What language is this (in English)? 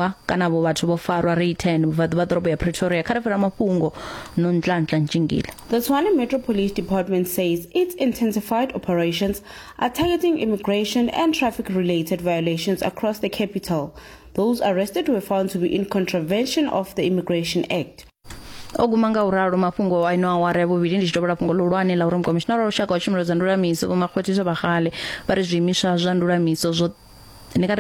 Venda